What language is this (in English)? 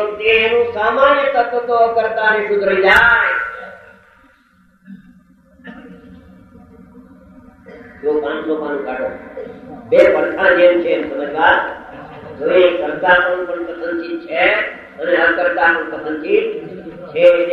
Gujarati